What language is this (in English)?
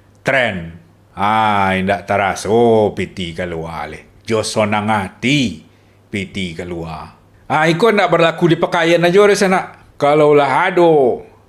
Minangkabau